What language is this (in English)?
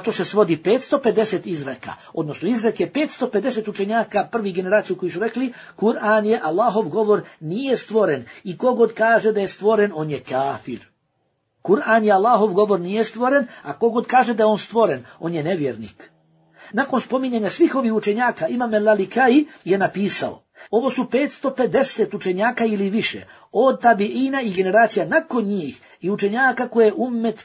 Bosnian